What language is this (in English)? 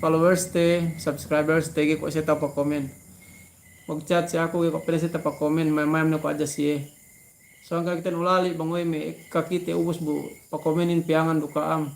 Yakan